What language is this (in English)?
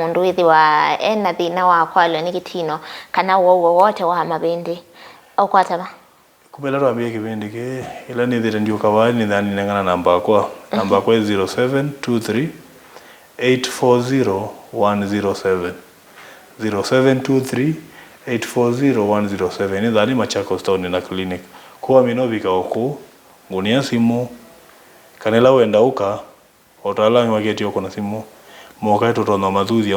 Kamba